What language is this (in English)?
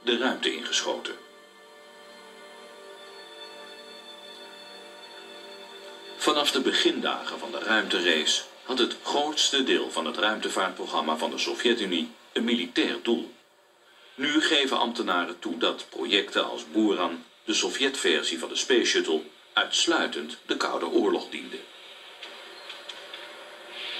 Dutch